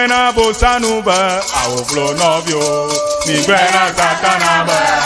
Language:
Ewe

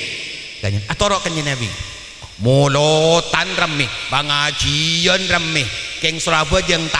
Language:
Madurese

